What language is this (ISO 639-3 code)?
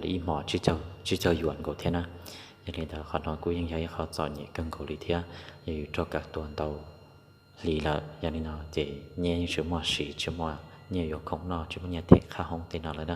hmn